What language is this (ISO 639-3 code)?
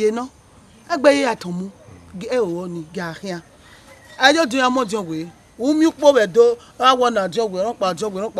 bin